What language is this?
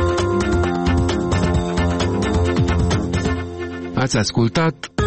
Romanian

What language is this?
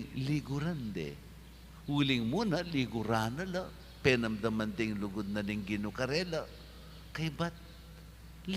Pampanga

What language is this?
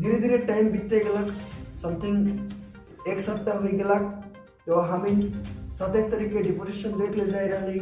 Sadri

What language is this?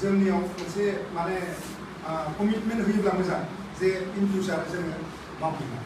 Bodo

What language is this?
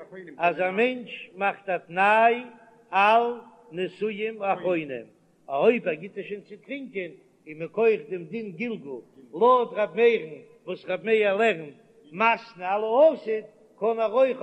Yiddish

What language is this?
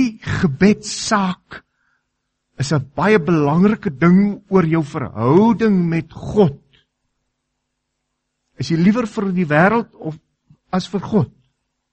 Afrikaans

